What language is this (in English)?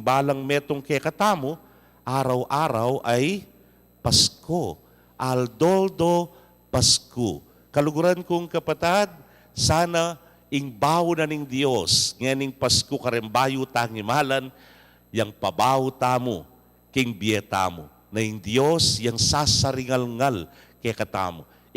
Pampanga